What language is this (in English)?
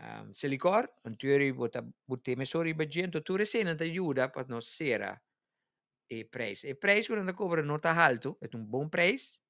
Papiamento